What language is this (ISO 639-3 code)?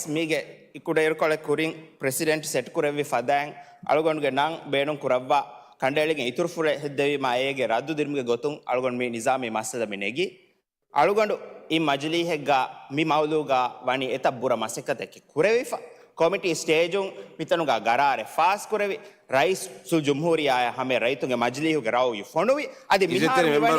div